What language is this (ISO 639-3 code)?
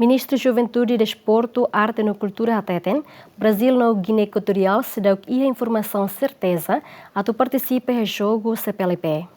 tet